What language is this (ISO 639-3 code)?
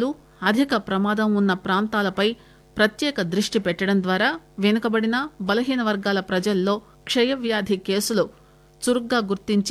tel